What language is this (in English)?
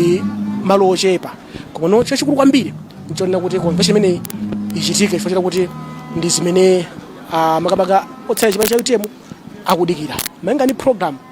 Nyanja